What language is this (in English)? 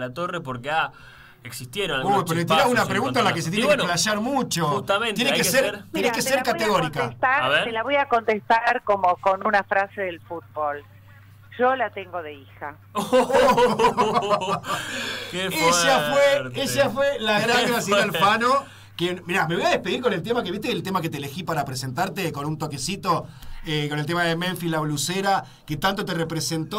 Spanish